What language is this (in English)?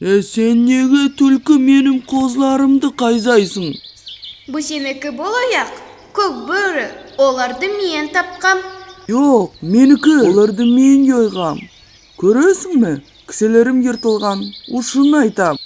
Nogai